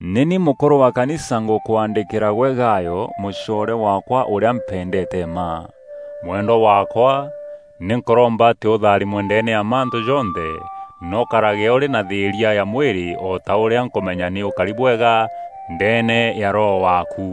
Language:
Meru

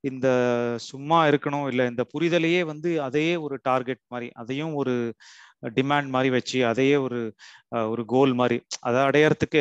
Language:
Tamil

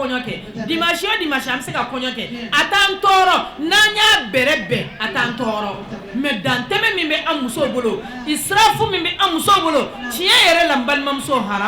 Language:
Bambara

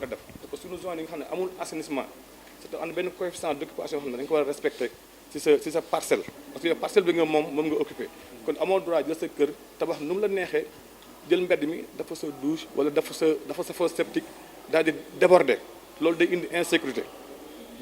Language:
Wolof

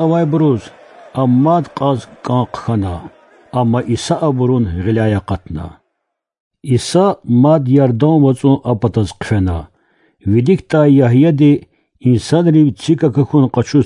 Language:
Lezghian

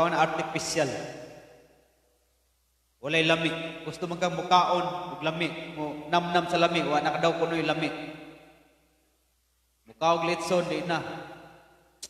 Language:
Cebuano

